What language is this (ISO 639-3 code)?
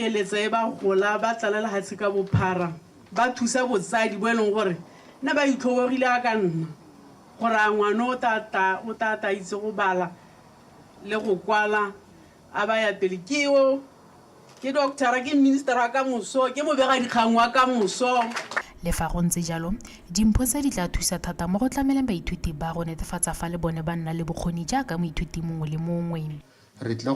tsn